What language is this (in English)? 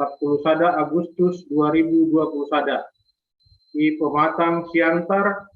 Batak Simalungun